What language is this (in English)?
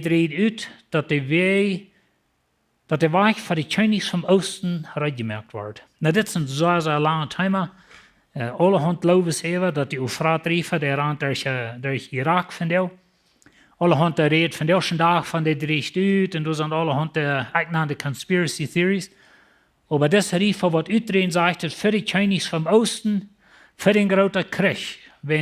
Plautdietsch